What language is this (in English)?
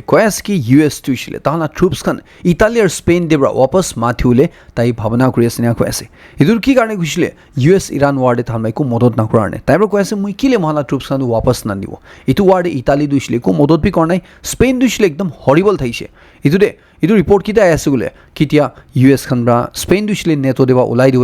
Naga Pidgin